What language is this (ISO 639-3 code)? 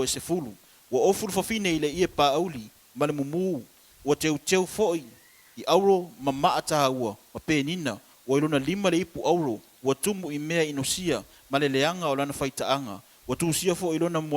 smo